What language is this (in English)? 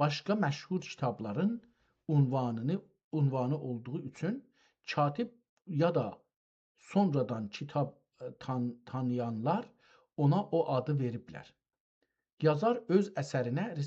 South Azerbaijani